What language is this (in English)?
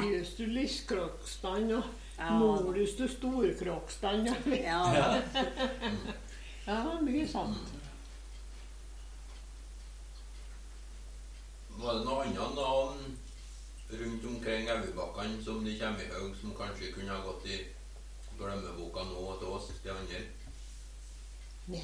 Norwegian